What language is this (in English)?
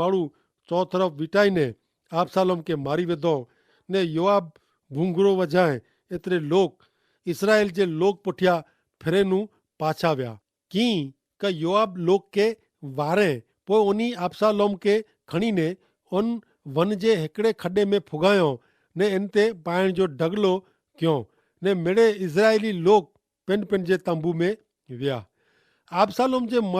Kachhi